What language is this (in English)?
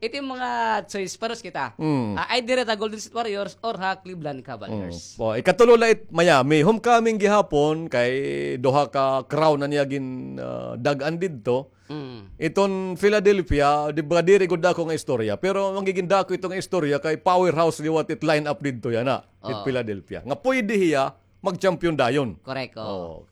Waray